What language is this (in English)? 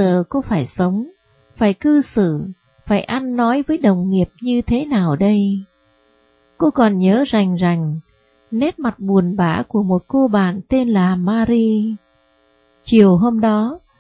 Vietnamese